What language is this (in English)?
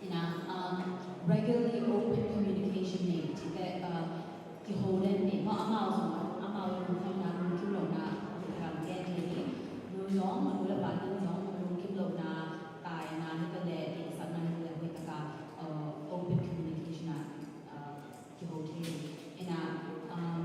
Tedim Chin